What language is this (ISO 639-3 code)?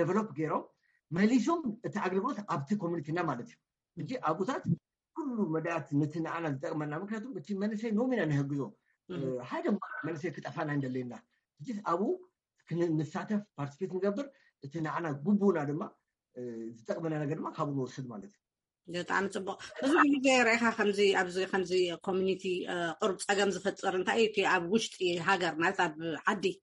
tir